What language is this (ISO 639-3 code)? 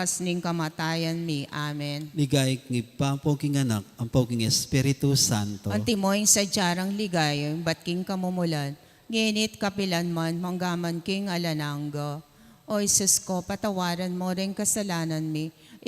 pam